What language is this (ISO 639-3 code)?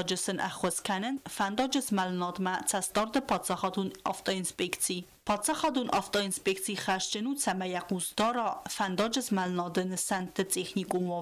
oss